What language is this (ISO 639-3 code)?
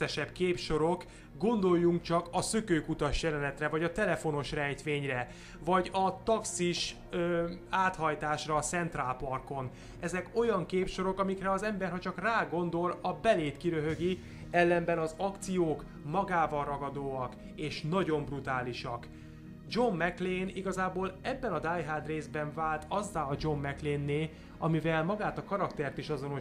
hun